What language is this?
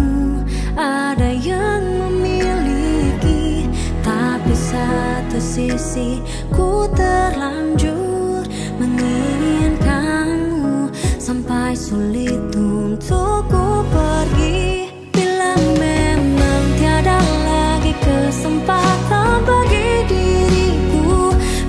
Indonesian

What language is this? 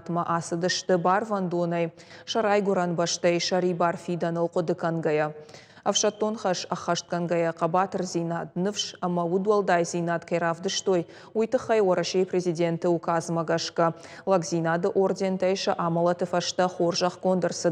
Ossetic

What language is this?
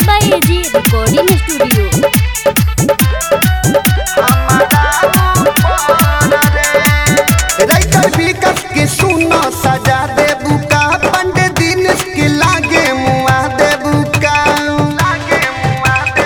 Bhojpuri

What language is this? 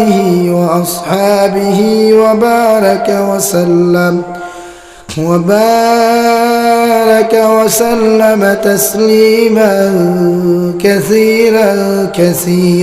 Sylheti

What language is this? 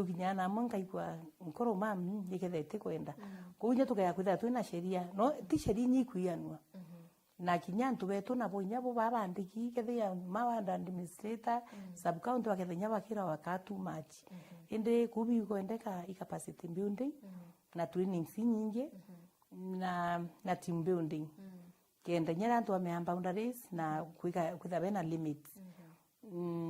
Meru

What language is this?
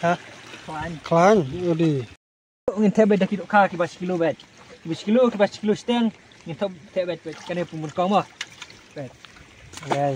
Khasi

